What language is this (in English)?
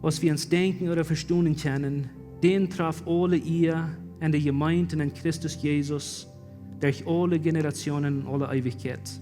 Plautdietsch